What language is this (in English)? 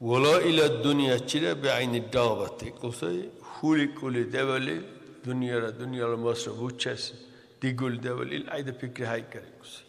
Dargwa